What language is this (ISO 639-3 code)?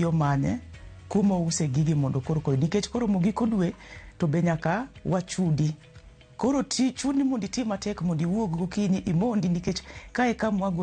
luo